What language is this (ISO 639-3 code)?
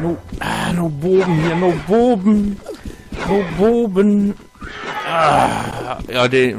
nds